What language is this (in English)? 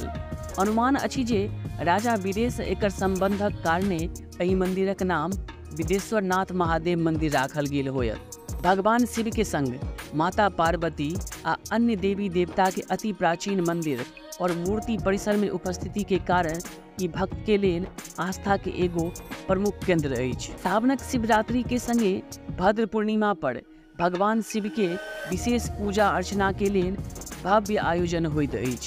Maithili